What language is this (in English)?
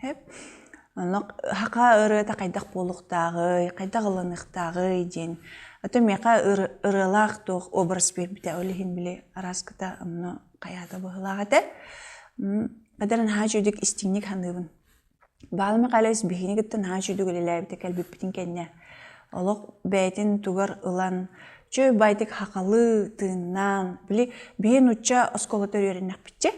Yakut